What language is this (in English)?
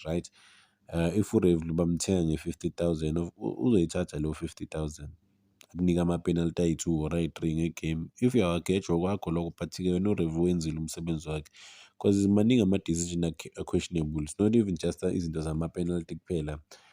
Zulu